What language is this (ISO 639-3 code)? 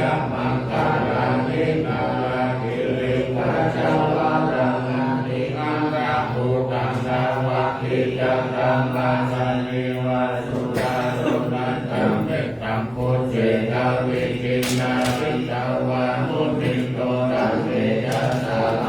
pli